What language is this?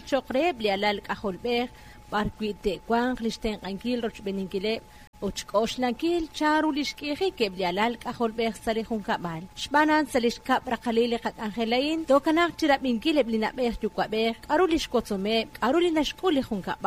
Kekchí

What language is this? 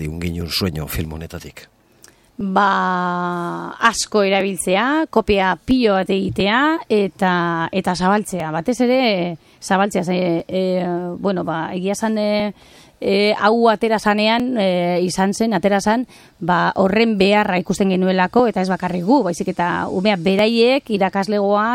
Basque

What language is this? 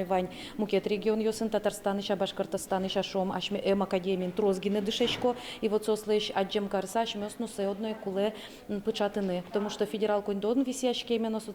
Udmurt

